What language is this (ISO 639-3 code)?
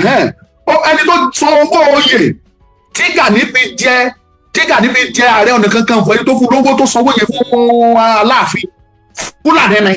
yor